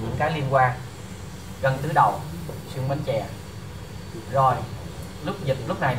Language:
Vietnamese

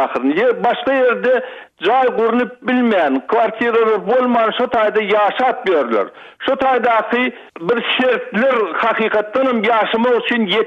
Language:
Turkmen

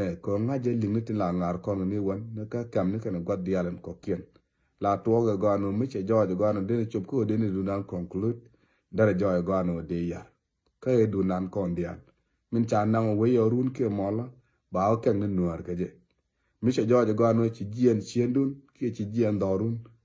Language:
Nuer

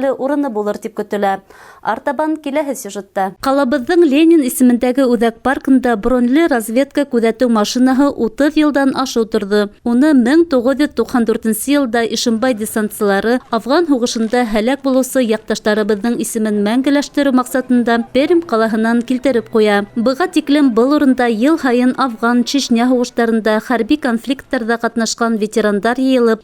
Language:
Bashkir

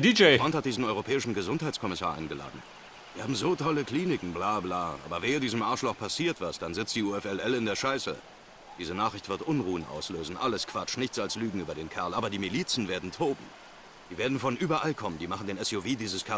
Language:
Bavarian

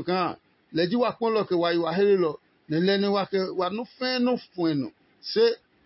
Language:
Adangme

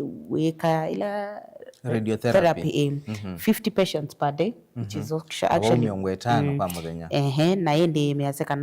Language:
Kamba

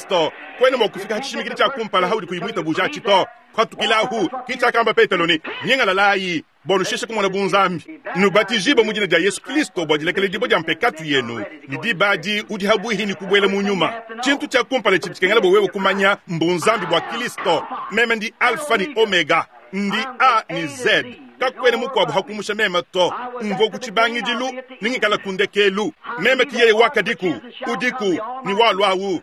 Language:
Luba-Lulua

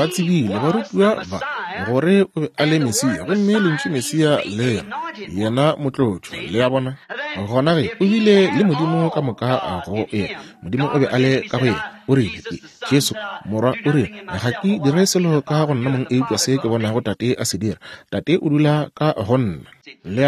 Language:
Northern Sotho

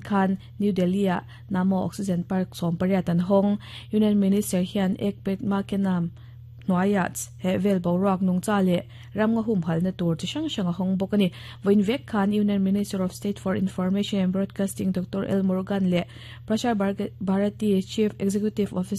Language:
Mizo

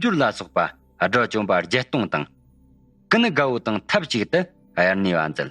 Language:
Tibetan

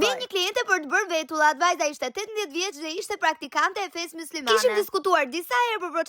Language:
Albanian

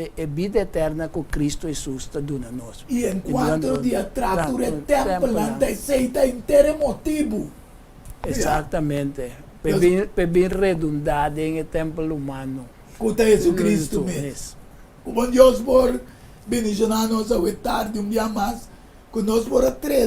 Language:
Papiamento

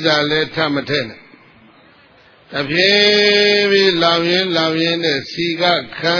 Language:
Burmese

